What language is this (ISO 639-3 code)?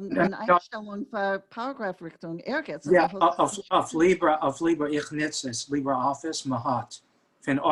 yid